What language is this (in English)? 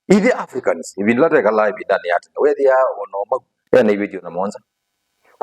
Kamba